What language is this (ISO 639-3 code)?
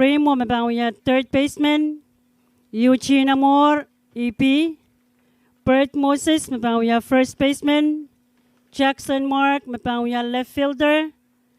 pon